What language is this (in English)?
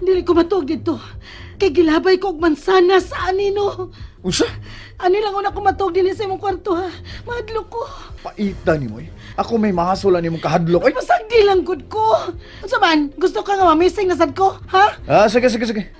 Cebuano